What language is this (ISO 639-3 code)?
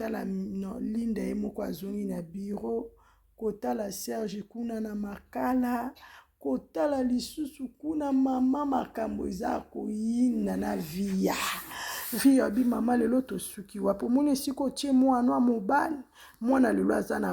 lin